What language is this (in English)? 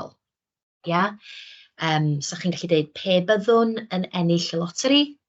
Welsh